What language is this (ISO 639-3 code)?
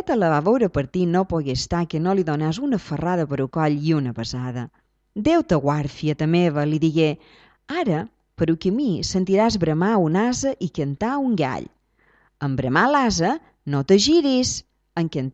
cat